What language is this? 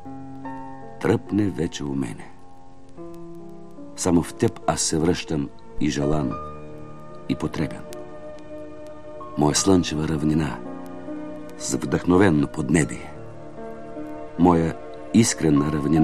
Bulgarian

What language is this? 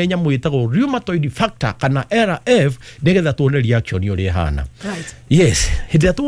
Kikuyu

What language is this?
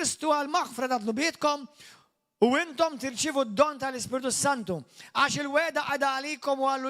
Maltese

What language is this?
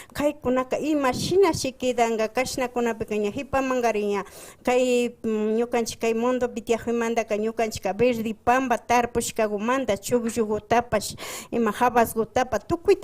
Imbabura Highland Quichua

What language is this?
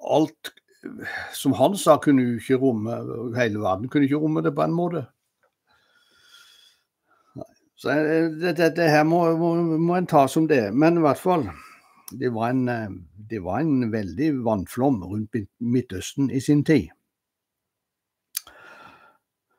Norwegian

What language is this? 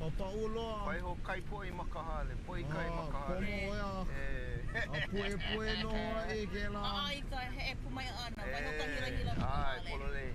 Hawaiian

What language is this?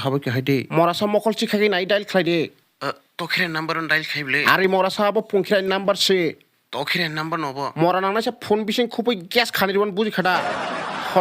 Kok Borok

